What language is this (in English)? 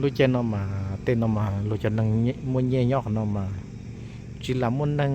Hmong